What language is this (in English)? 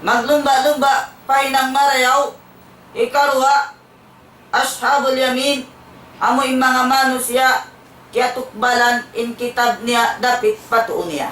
Tausug